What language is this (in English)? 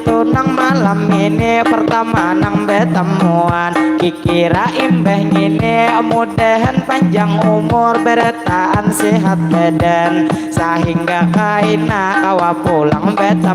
Banjar